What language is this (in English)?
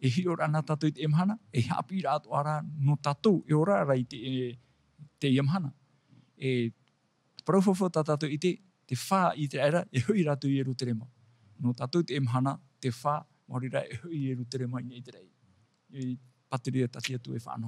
Tahitian